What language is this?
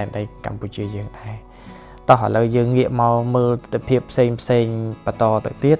Khmer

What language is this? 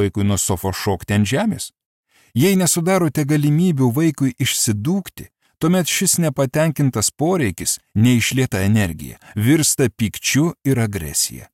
Lithuanian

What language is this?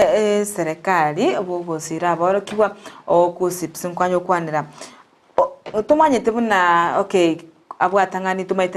Gusii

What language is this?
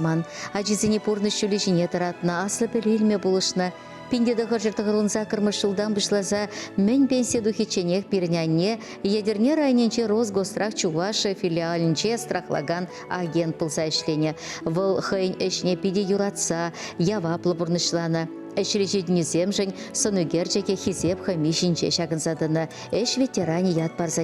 Chuvash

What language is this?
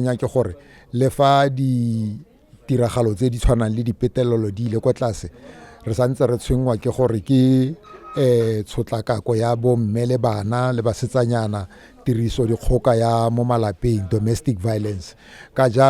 Tswana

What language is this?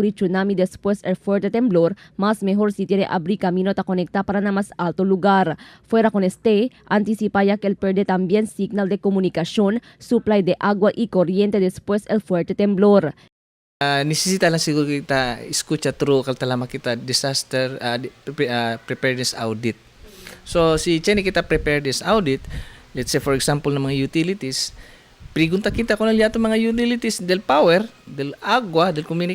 Chavacano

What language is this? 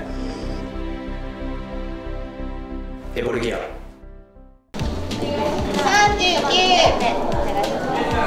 Japanese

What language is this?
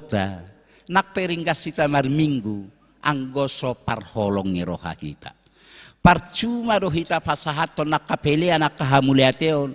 Batak Toba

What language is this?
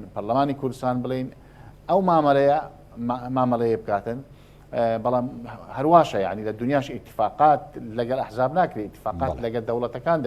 Central Kurdish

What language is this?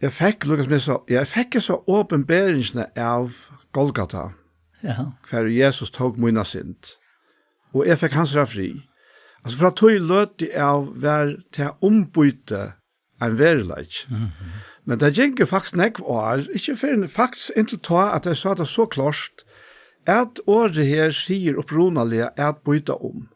Faroese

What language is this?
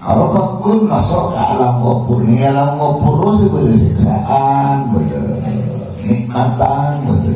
Madurese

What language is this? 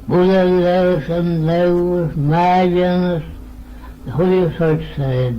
Manx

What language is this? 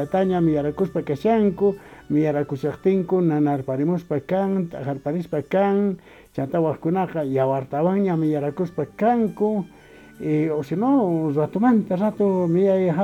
Quechua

